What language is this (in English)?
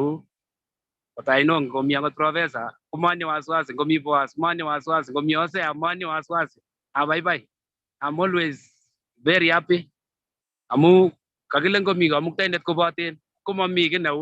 Kalenjin